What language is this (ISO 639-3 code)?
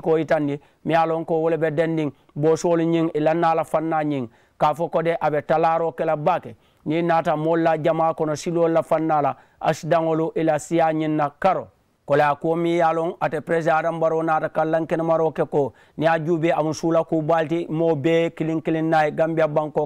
man